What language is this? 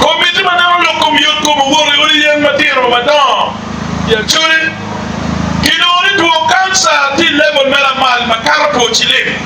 Acoli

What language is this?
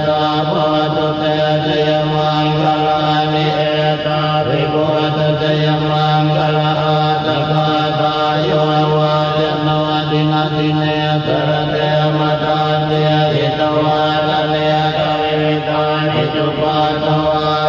Pali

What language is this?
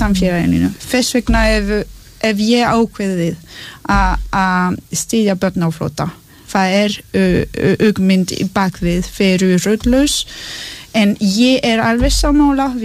Icelandic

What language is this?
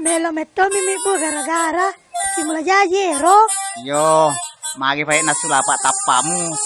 Buginese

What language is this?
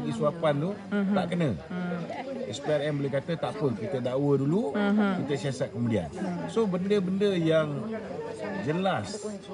Malay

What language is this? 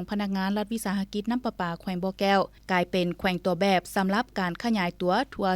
Lao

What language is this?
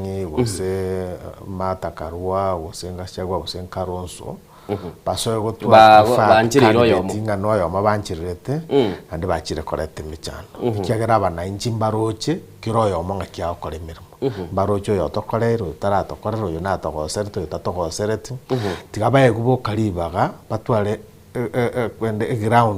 Gusii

